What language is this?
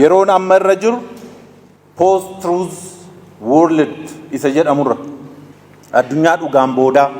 Oromo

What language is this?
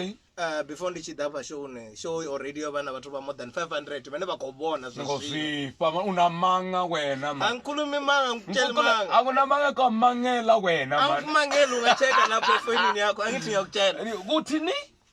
Venda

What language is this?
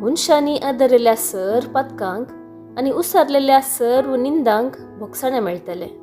Konkani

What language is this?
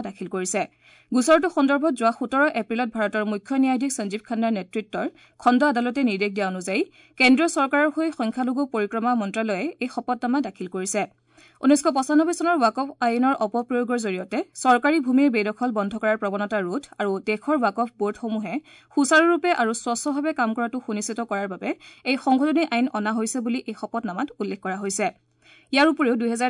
Assamese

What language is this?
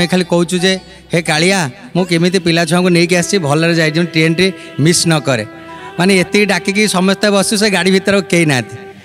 Odia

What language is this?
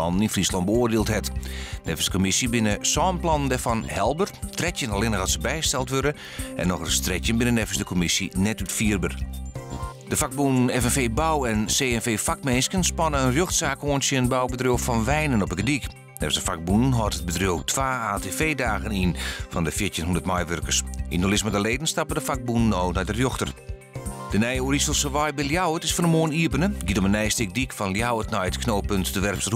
Western Frisian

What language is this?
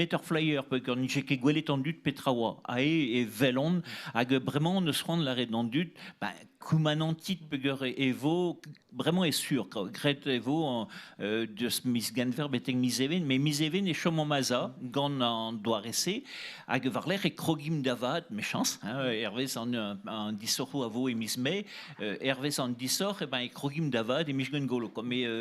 Breton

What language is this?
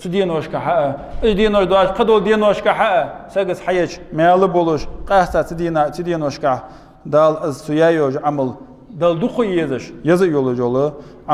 Ingush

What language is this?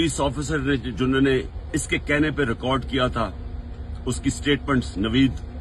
Urdu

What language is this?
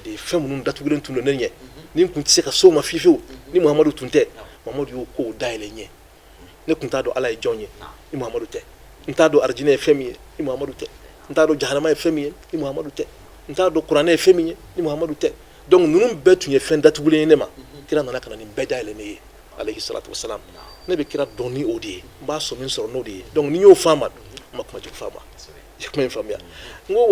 Bambara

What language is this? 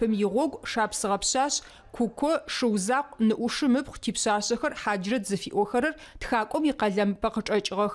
Adyghe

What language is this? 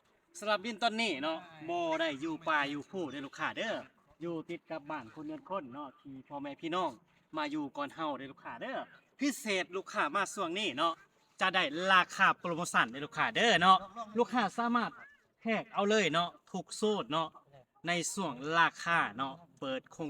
Lao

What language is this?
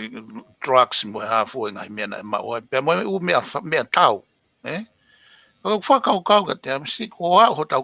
Tongan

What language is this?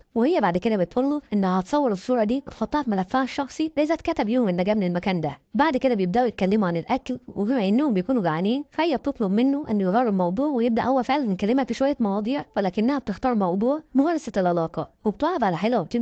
Egyptian Arabic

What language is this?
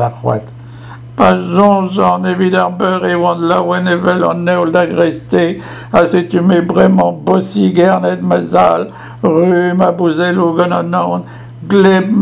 Breton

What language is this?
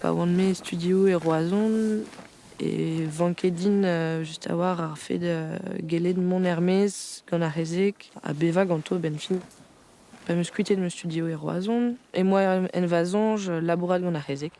Breton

